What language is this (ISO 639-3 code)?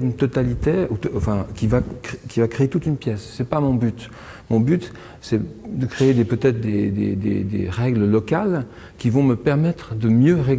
fra